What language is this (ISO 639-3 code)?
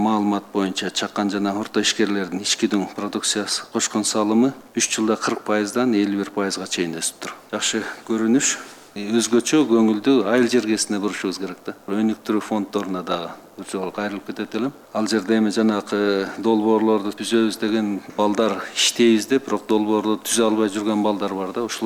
kir